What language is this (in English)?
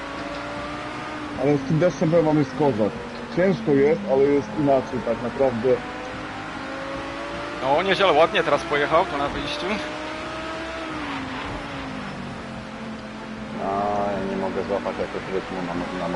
Polish